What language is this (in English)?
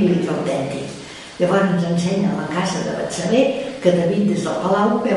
Catalan